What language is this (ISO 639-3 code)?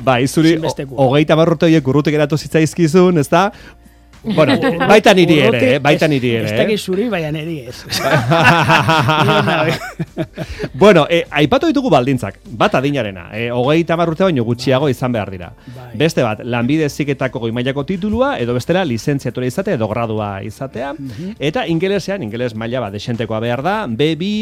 eus